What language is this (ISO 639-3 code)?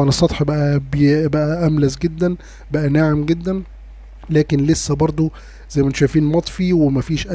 arz